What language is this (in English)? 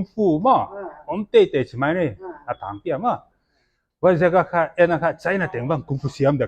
Paite Chin